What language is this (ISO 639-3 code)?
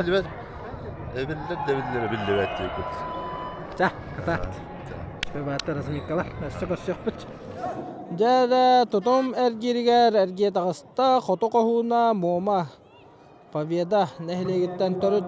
sah